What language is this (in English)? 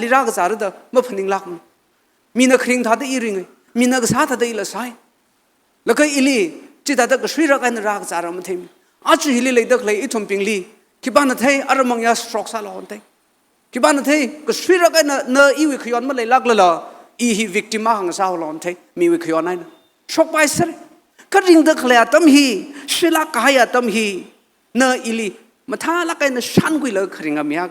Tangkhul Naga (India)